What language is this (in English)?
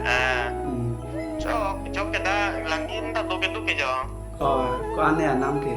Karbi